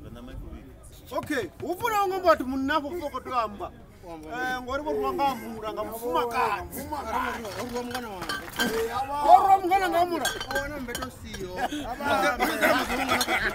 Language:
Venda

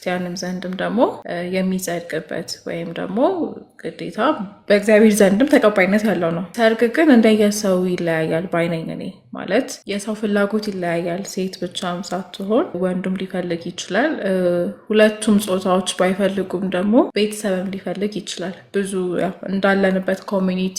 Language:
Amharic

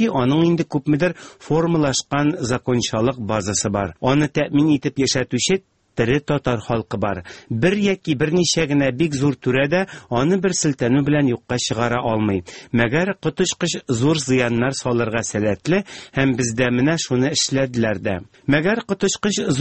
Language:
Tatar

